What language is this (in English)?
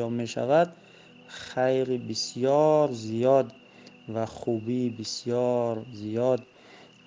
Tajik